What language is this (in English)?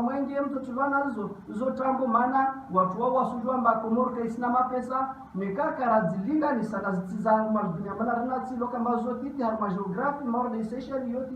Ngazidja Comorian